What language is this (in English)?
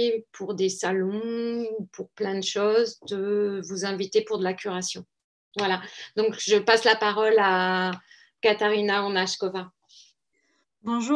French